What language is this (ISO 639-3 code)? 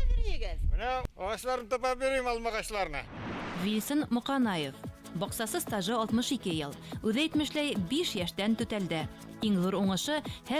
bak